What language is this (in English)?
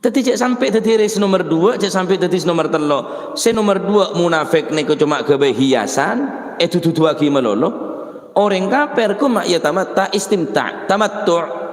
Madurese